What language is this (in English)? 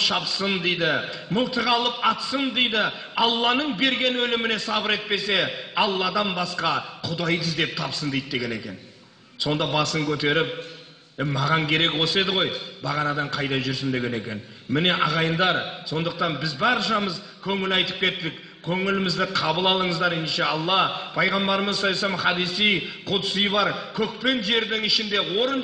Kazakh